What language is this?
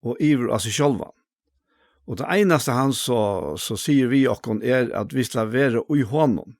Faroese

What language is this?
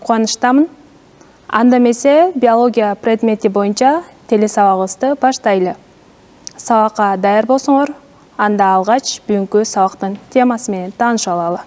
Kyrgyz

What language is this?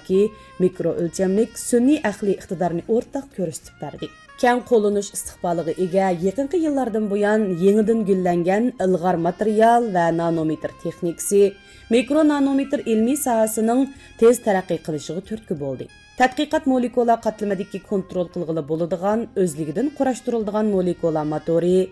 Uyghur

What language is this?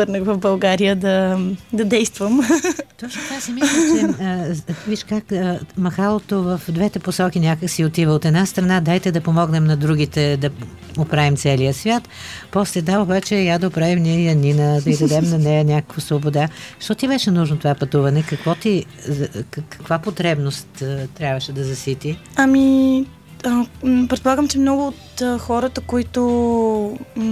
Bulgarian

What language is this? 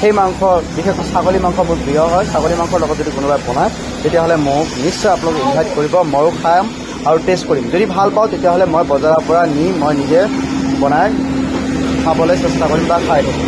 Assamese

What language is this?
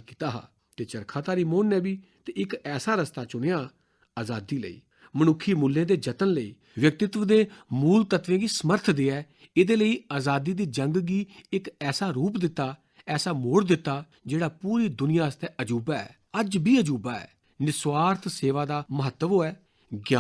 Dogri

